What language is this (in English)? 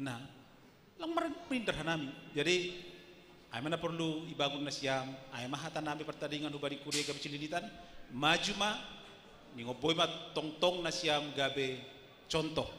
Batak Simalungun